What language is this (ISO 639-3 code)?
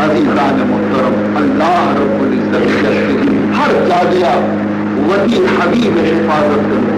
bal